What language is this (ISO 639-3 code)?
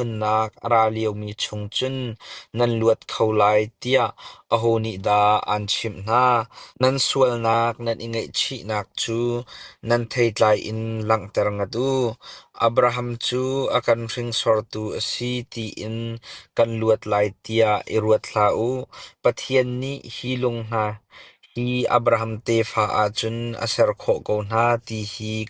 cnh